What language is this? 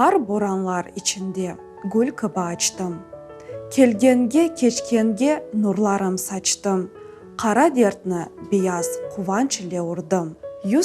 Crimean Tatar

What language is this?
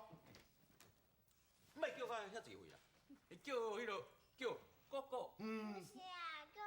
Min Nan Chinese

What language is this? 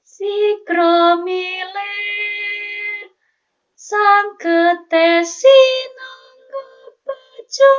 Javanese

